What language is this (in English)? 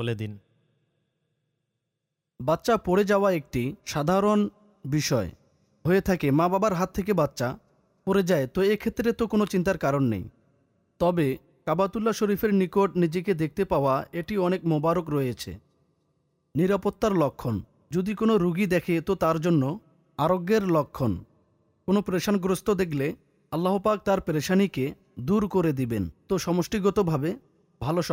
Bangla